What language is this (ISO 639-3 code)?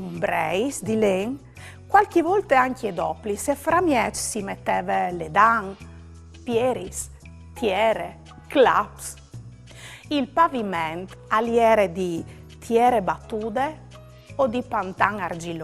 fur